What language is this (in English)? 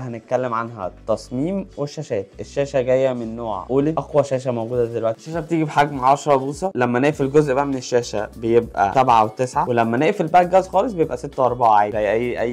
Egyptian Arabic